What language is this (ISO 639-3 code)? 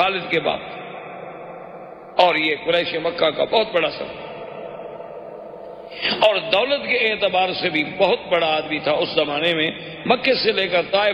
urd